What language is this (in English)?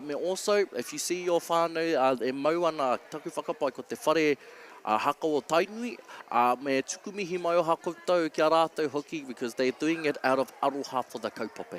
Māori